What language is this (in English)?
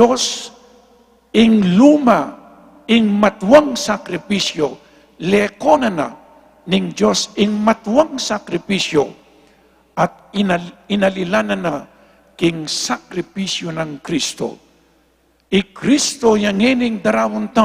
Pampanga